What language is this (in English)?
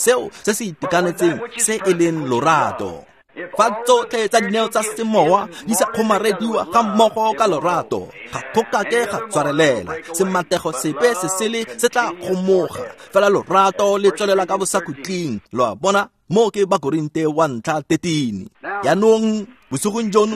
Tswana